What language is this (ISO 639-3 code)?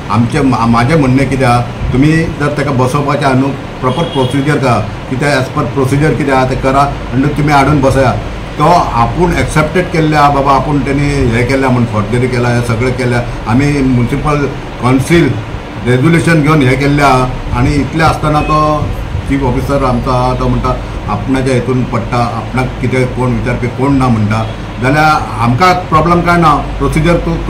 kok